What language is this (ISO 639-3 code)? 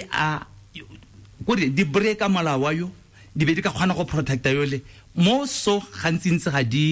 tsn